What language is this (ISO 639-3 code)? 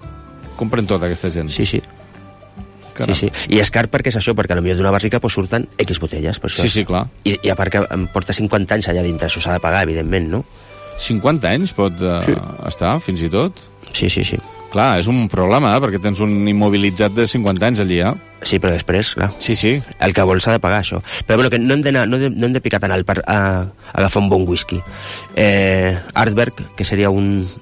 cat